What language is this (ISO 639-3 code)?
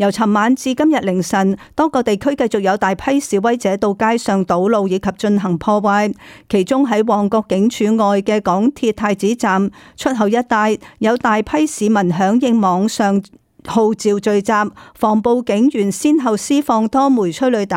yue